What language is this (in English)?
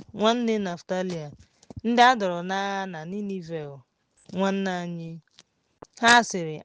Igbo